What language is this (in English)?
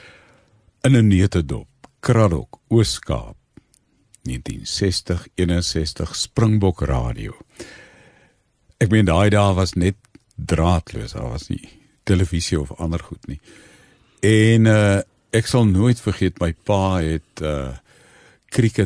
Afrikaans